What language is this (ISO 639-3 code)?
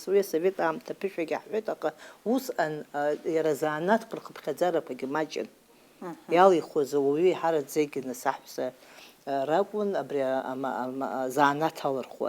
abk